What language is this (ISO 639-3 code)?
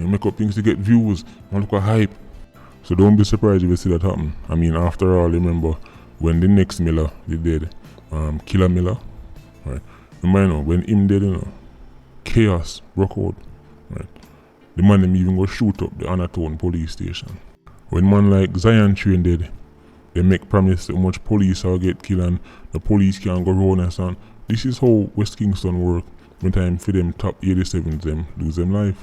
jam